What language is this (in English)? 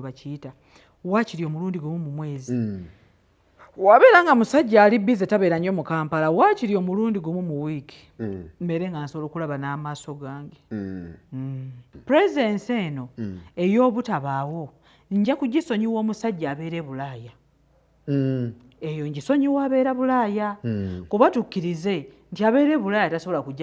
Ganda